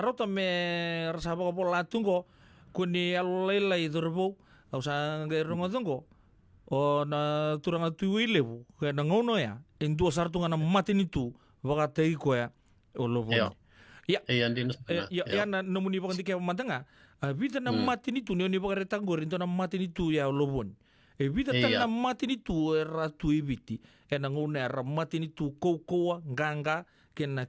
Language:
Fijian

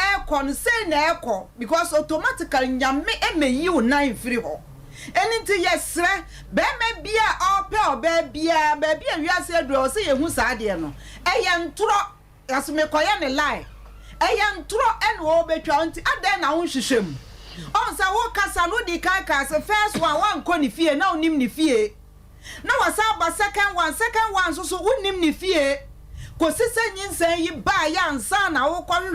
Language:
Akan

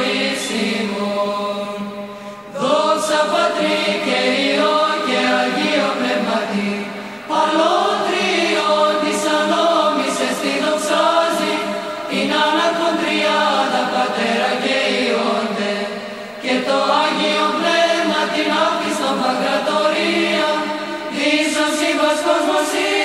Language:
Greek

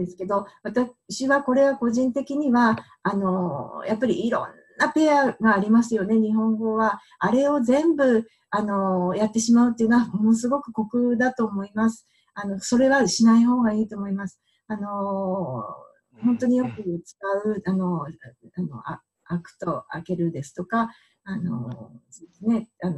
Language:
Japanese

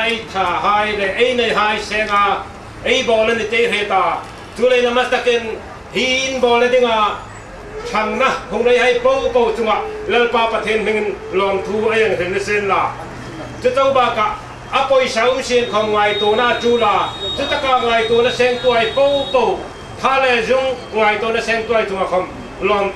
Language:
Hmar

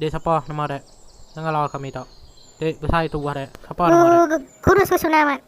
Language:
Iban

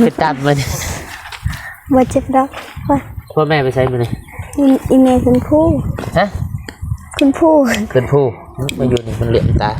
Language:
Lao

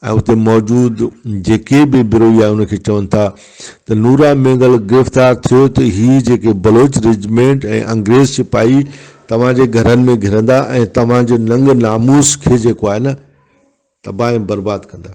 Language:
Brahui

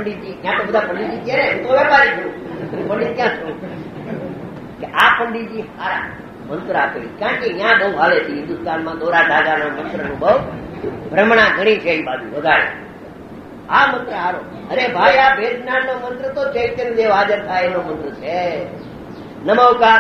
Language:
Gujarati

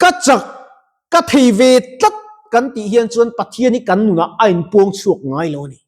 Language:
Mizo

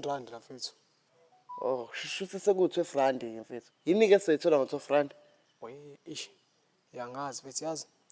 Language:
Zulu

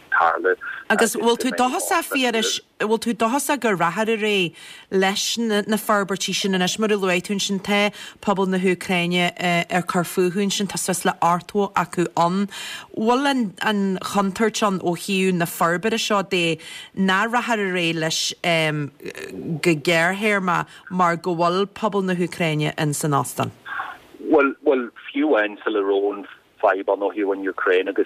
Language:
Irish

